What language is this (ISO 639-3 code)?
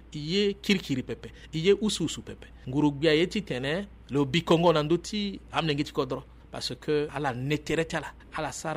sag